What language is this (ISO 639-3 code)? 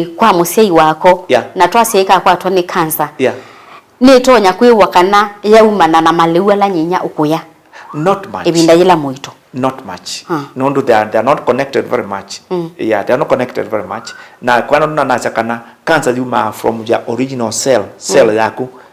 kam